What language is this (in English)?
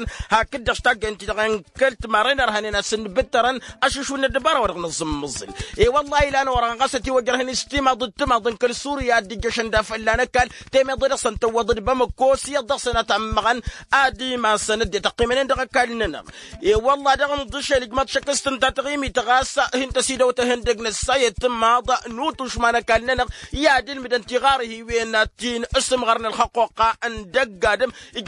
Tamasheq